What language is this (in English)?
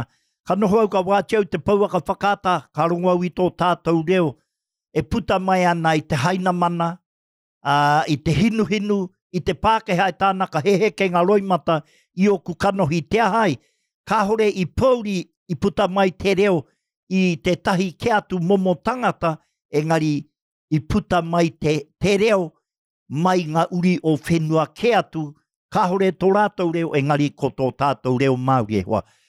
Māori